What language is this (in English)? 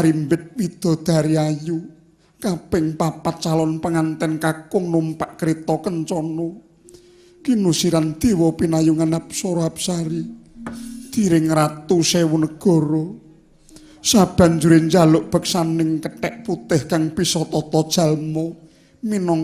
Javanese